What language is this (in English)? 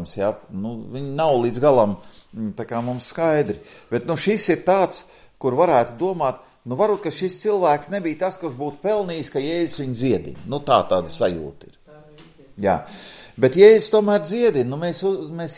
Latvian